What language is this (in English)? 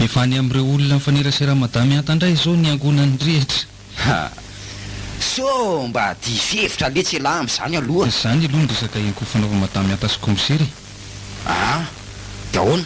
Malagasy